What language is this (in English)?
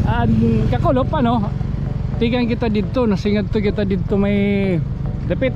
Waray